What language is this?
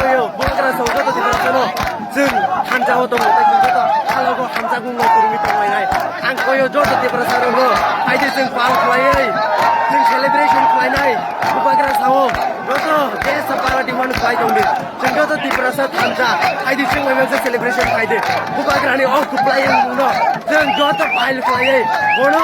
Kok Borok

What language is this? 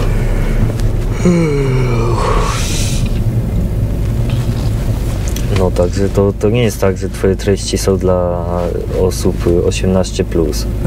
Polish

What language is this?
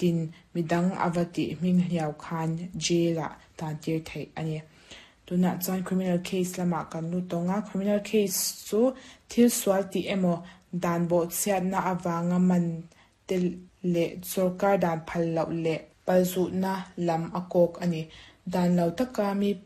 Mizo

